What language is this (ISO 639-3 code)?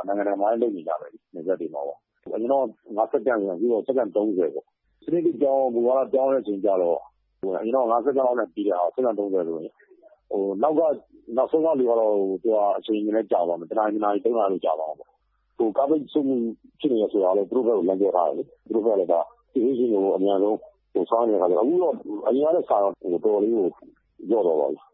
mya